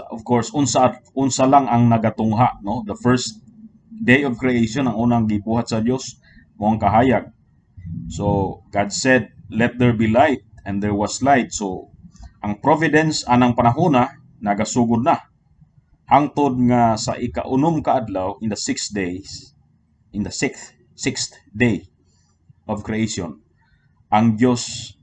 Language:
Cebuano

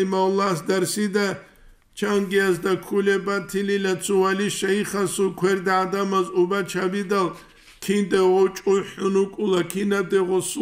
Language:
Avaric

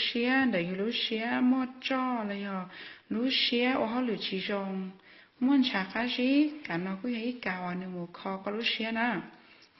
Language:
Hmong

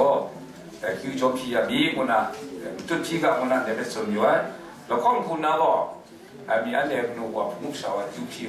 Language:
Kachin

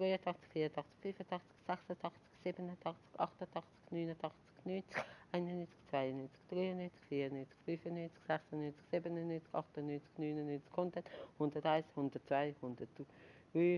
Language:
Swiss German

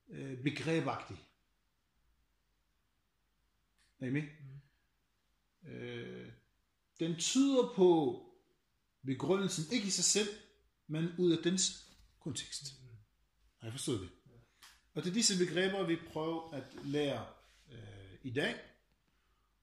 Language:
Danish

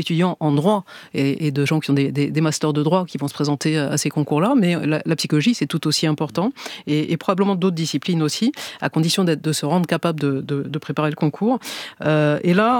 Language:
French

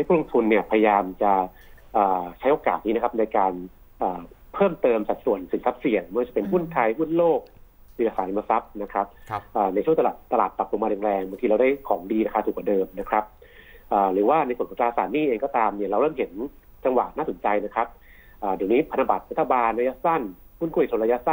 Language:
Thai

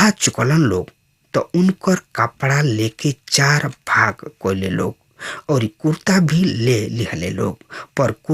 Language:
Bhojpuri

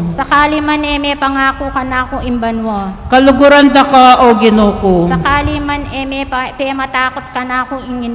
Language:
Pampanga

